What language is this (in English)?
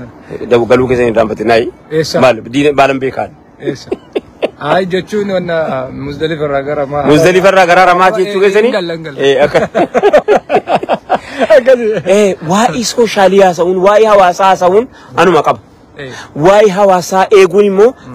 Oromo